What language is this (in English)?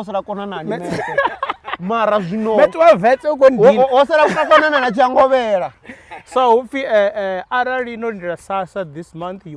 Venda